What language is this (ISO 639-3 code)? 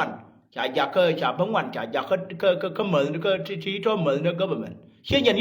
nus